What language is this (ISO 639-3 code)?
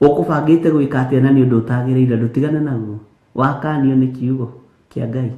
kik